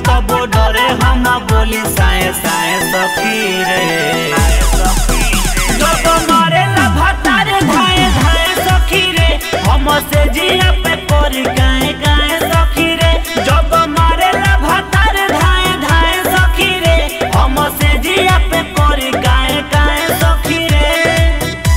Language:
Bhojpuri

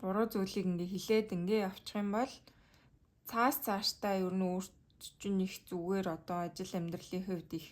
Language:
Mongolian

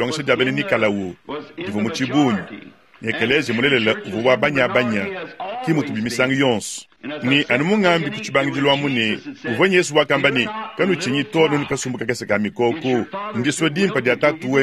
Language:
Luba-Lulua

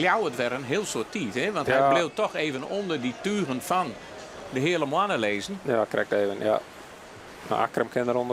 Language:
Western Frisian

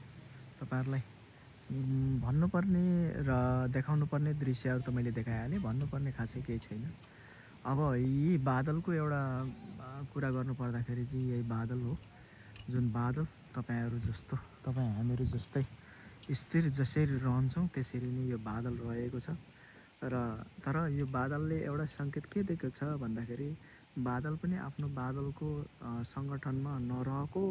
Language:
Nepali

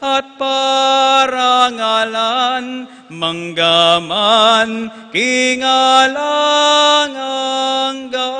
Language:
Pampanga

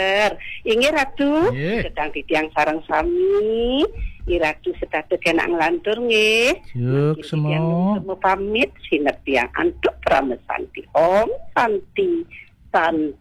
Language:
Balinese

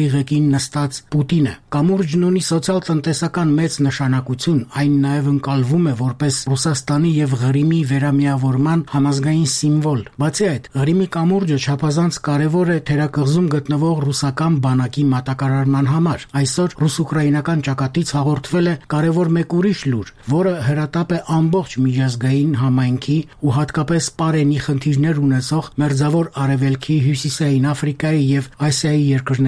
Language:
Armenian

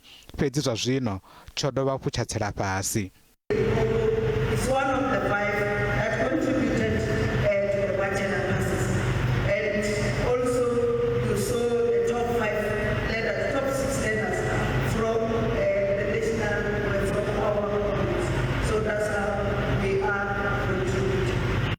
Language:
Venda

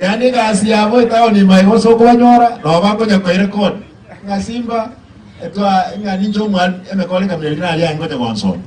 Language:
Gusii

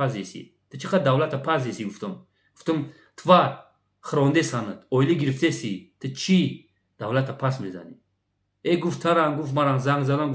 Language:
Tajik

